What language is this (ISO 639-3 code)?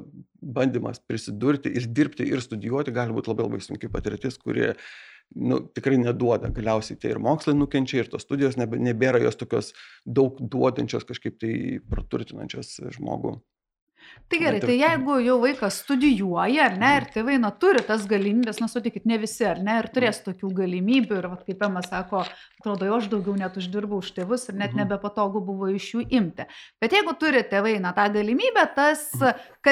lit